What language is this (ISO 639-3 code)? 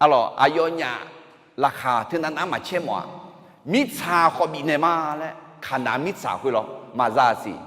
ahk